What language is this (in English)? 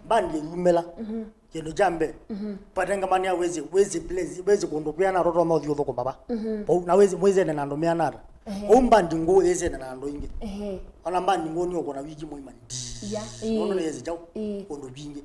Kamba